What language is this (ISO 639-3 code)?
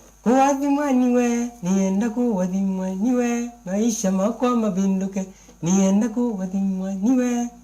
kam